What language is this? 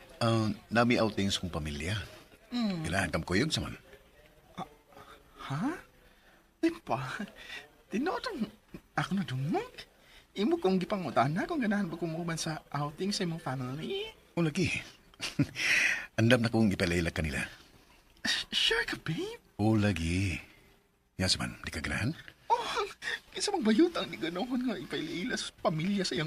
Cebuano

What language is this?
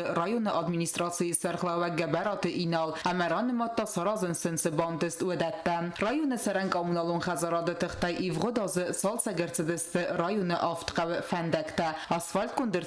Ossetic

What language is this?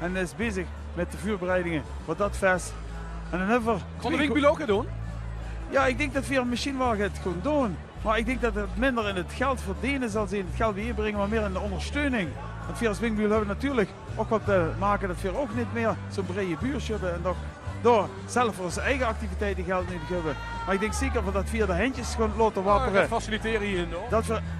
Limburgish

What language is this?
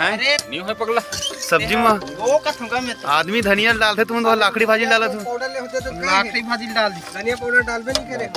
Chhattisgarhi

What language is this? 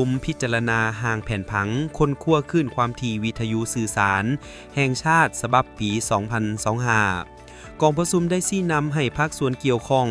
Lao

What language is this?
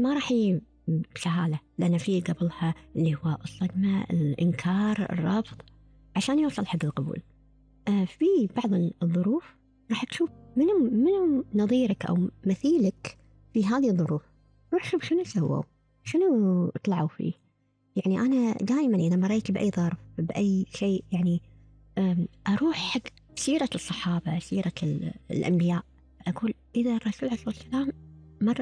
Gulf Arabic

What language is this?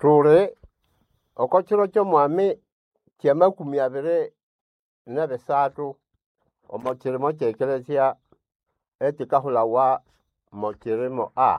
Nande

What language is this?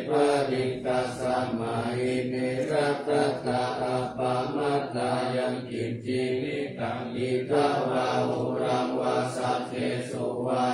Pali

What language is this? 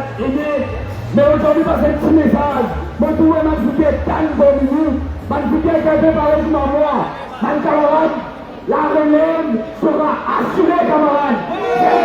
Morisyen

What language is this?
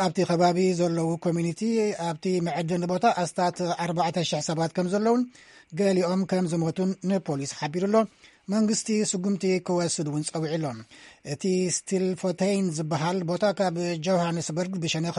Tigrinya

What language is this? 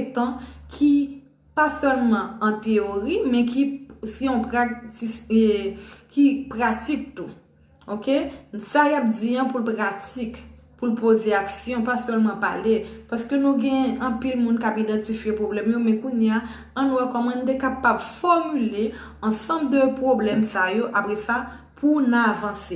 Haitian Creole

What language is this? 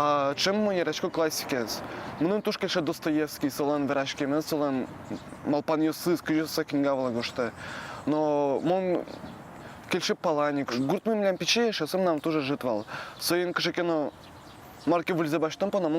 Udmurt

